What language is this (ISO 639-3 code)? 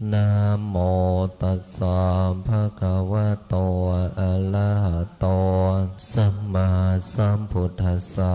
pli